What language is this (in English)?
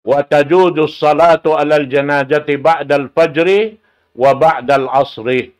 Tausug